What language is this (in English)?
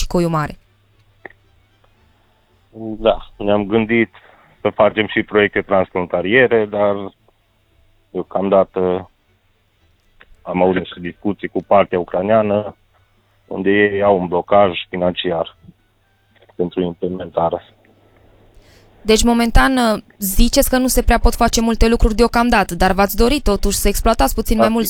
Romanian